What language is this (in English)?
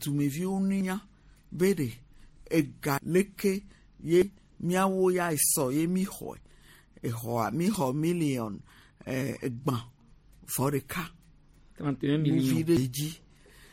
Gen